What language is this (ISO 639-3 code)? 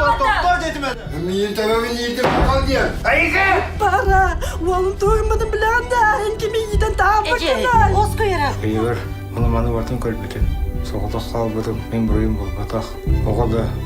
sah